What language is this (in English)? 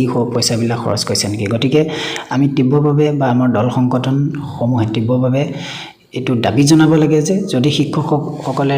Assamese